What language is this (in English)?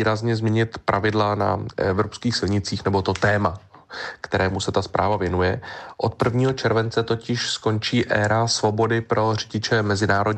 Czech